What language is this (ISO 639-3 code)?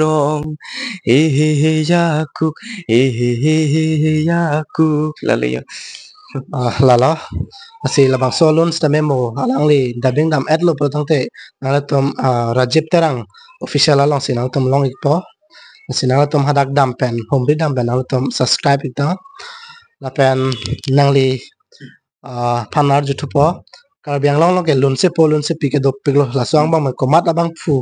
mjw